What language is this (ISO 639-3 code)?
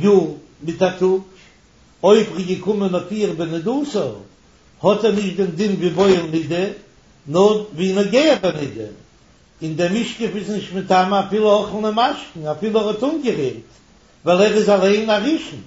yid